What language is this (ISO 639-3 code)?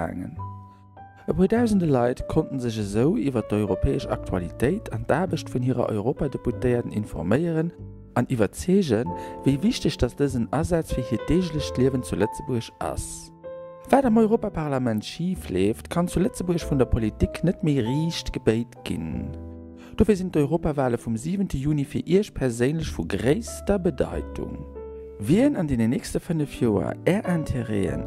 ltz